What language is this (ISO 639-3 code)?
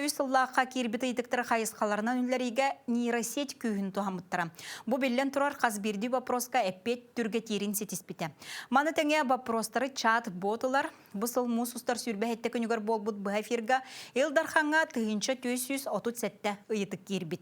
sah